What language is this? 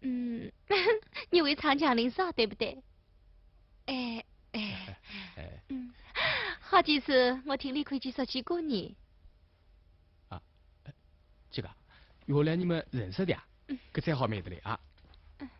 Wu Chinese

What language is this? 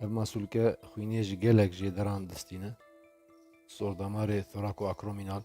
Kurdish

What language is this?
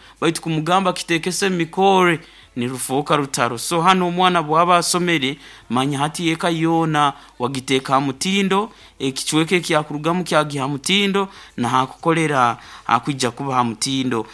Nyankole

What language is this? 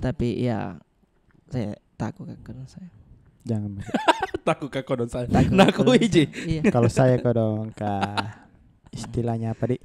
Makassar Malay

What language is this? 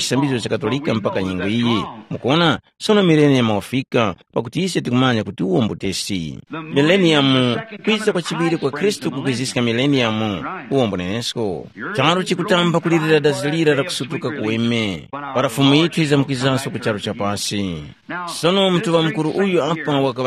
Tumbuka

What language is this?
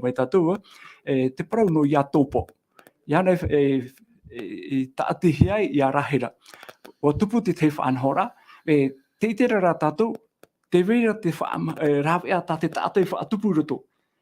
Tahitian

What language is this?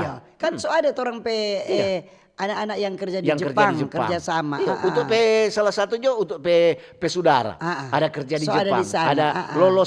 Manado Malay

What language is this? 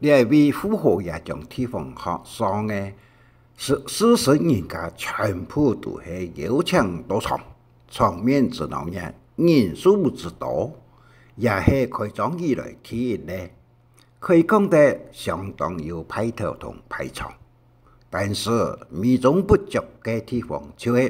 Hakka Chinese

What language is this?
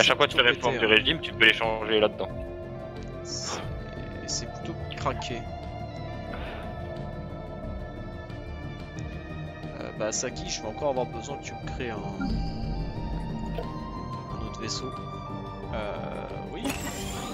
French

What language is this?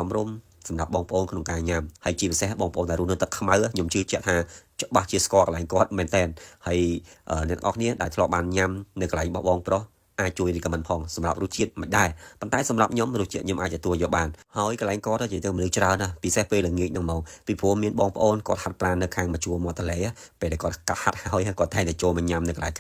Khmer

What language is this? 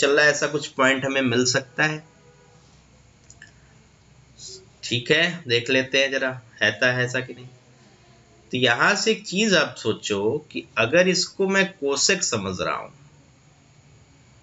Hindi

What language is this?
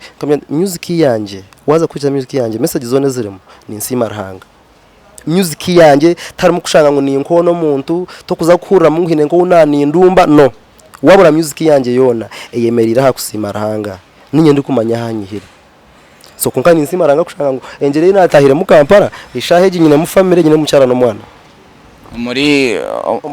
Nyankole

